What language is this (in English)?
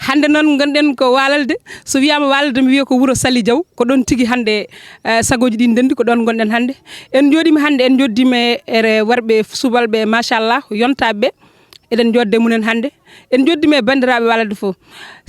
Fula